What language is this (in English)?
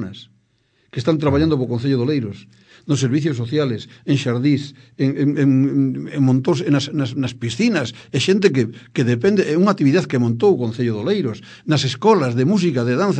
Galician